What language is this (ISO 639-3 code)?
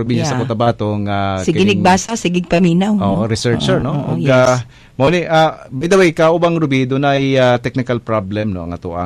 ceb